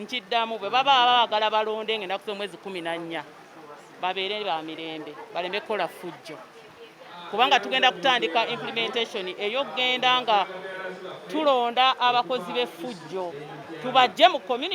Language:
Ganda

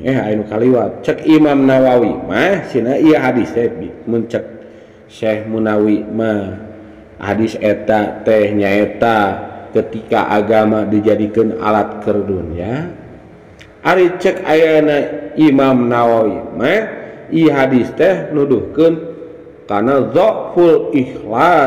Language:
Sundanese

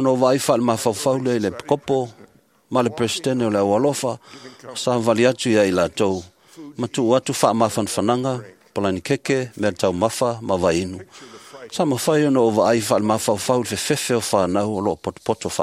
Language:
Samoan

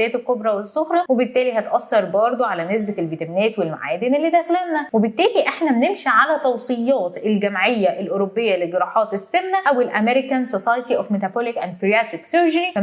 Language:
Egyptian Arabic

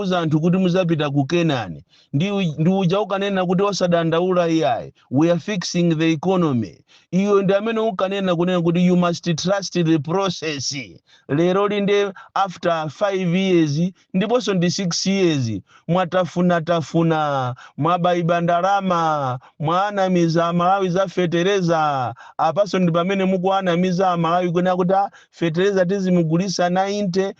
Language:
Nyanja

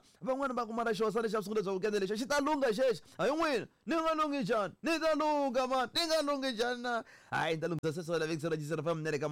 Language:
Tsonga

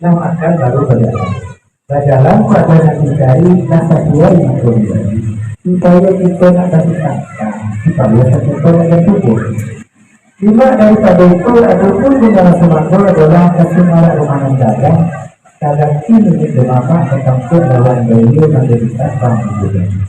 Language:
Minangkabau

